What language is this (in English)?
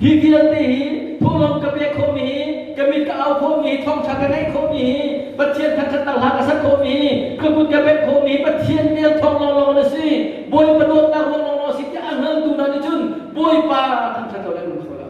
Hakha Chin